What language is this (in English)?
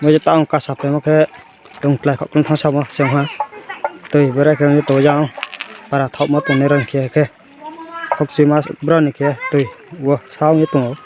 Riang (India)